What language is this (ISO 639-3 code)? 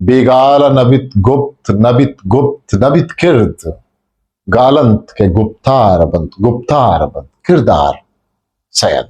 bgp